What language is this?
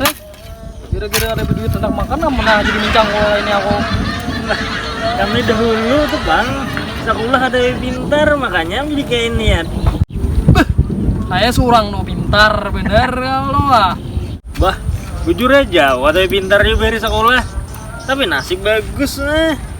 Banjar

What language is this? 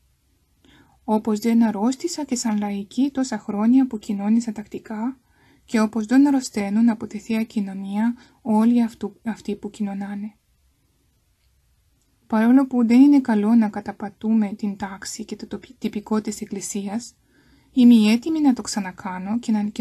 Greek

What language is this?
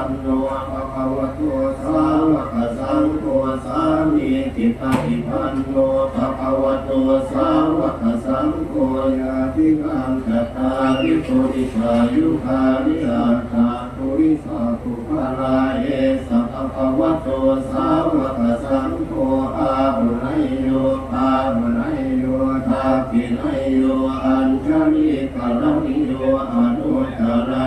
Pali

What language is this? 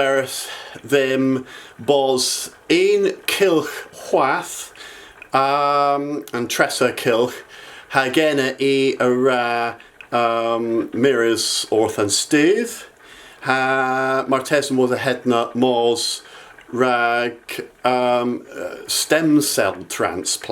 Cornish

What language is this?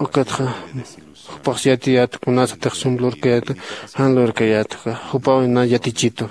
Aymara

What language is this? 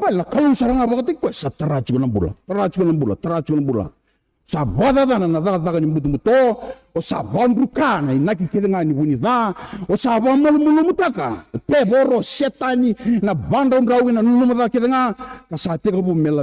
Fijian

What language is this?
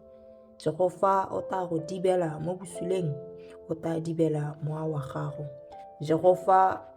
Tswana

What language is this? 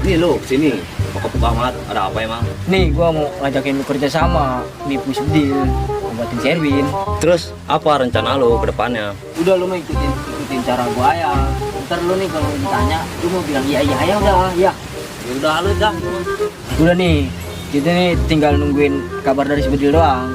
Betawi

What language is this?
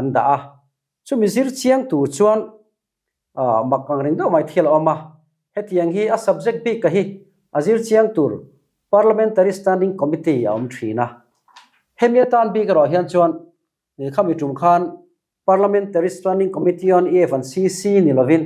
Mizo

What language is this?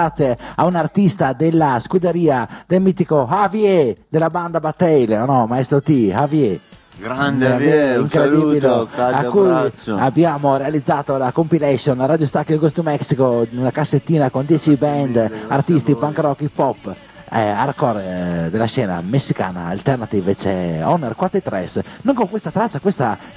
Italian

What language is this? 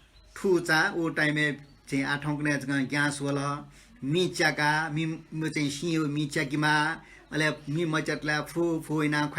Newari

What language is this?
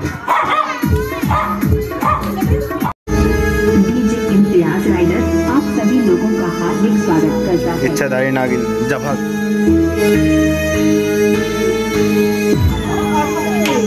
Bhojpuri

